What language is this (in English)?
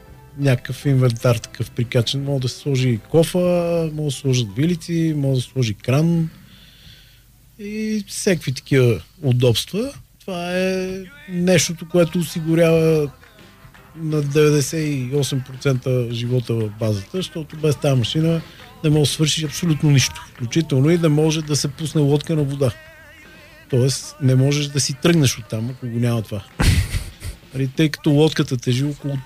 Bulgarian